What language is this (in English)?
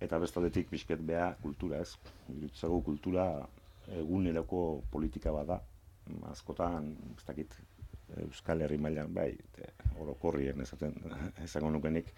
Basque